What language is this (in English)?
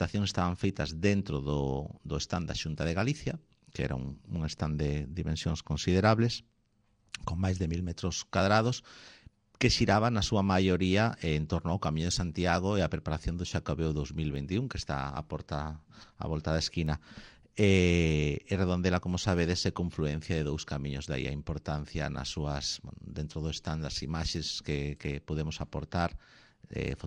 Galician